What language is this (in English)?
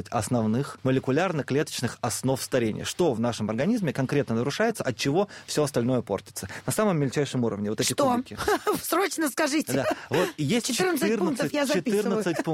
Russian